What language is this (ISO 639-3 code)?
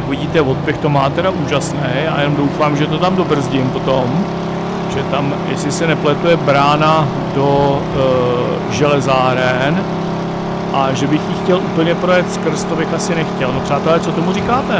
ces